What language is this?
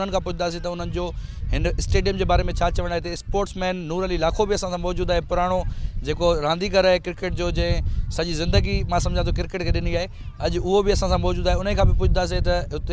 Sindhi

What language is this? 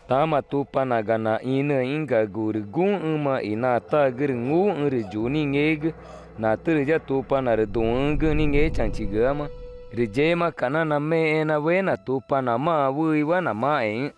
Ticuna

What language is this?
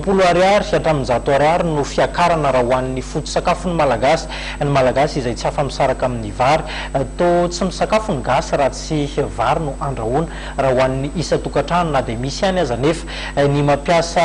Malagasy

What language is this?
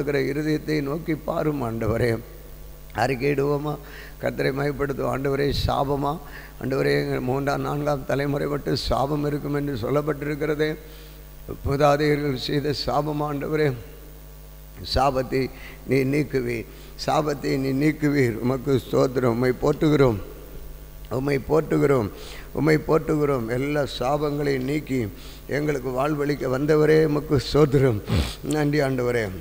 Tamil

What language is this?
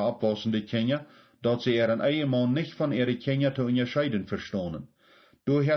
Plautdietsch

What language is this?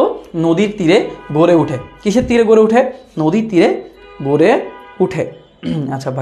Bangla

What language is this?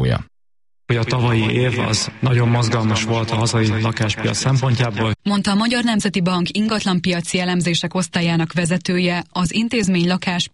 Hungarian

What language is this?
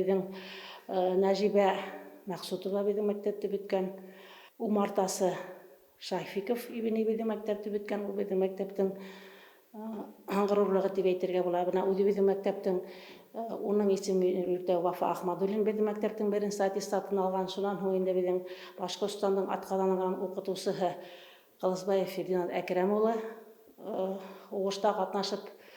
Bashkir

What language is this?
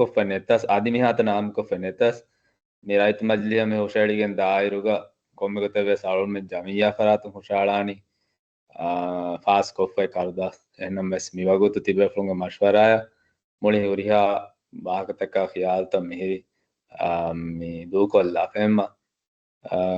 Divehi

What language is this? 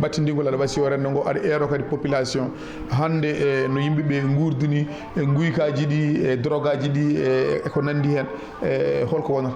Fula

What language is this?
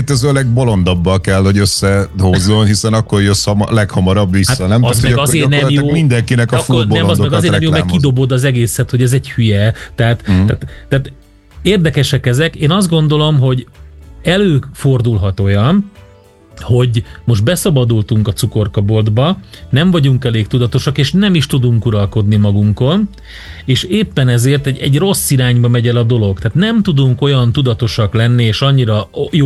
Hungarian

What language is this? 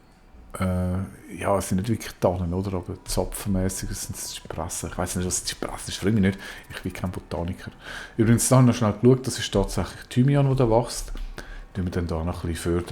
Swiss German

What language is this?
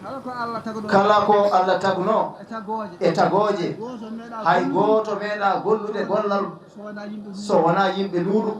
Fula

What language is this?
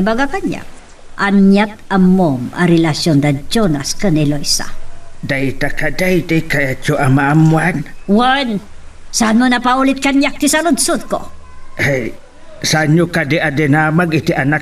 Iloko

